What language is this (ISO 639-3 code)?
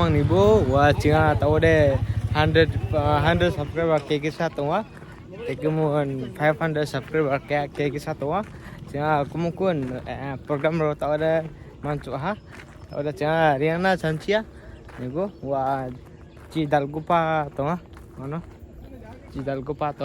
ria